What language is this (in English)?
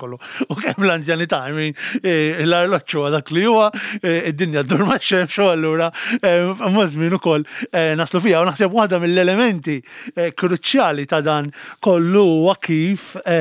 Maltese